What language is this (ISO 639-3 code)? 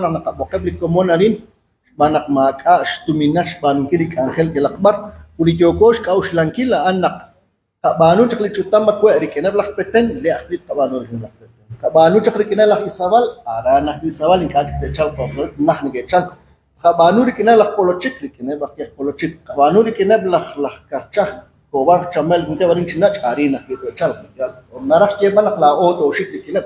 kek